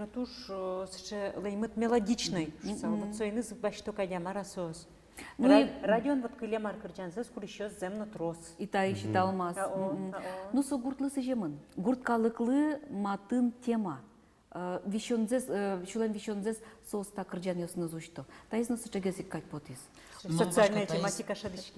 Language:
Udmurt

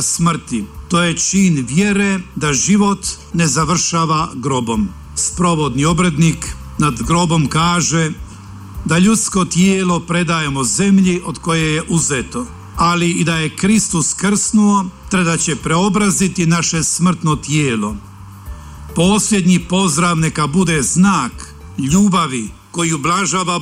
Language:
Croatian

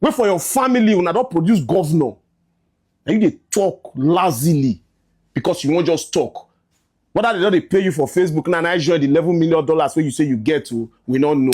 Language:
Nigerian Pidgin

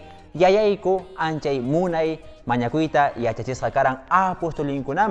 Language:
Quechua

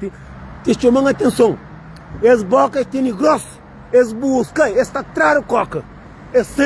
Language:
Kabuverdianu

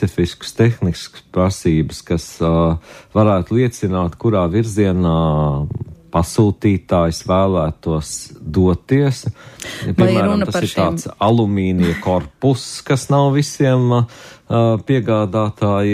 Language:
Latvian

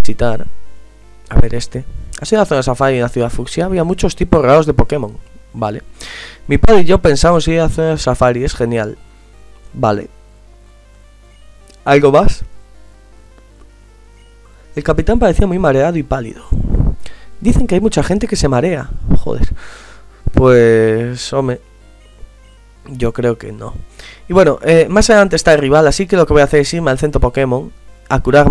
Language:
Spanish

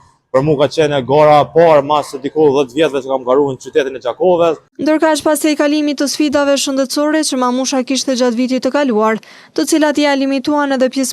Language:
Albanian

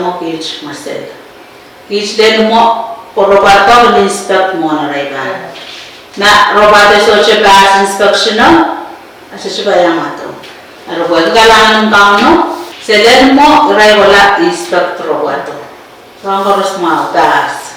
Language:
Pohnpeian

